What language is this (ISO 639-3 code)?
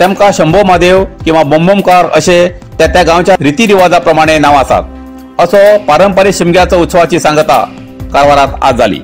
kok